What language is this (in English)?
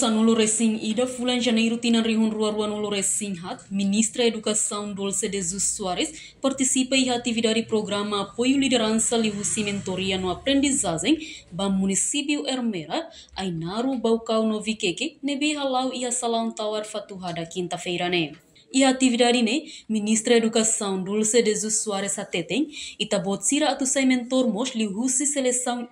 Tetum